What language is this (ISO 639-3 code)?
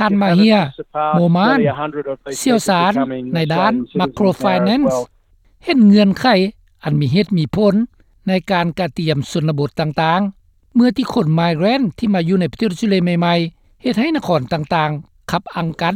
lao